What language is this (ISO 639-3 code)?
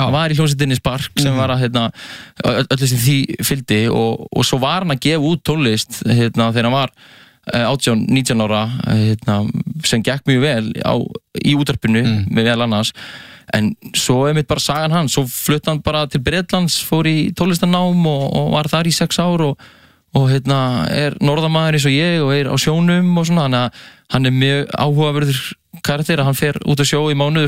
isl